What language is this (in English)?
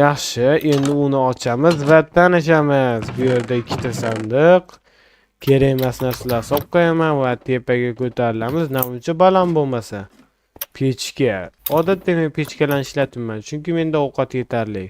Uzbek